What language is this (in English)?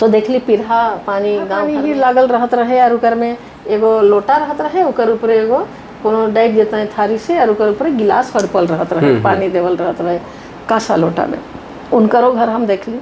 Sadri